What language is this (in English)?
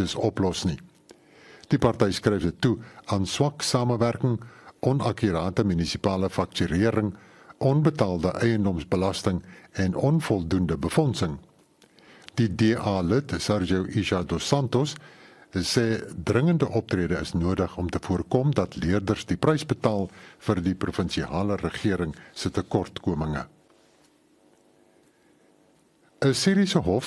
Afrikaans